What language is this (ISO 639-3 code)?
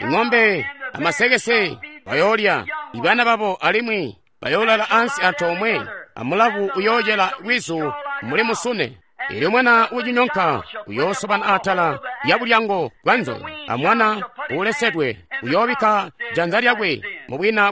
toi